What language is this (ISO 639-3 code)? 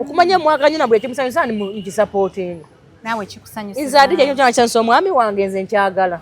lug